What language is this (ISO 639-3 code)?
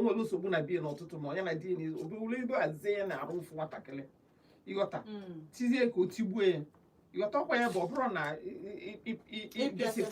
ibo